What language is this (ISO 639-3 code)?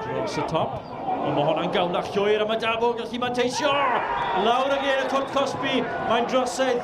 cym